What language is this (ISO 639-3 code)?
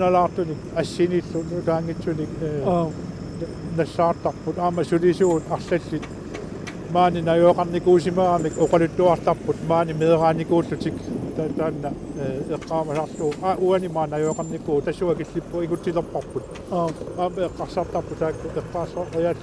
kal